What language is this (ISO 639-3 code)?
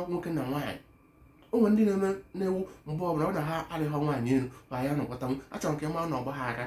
ibo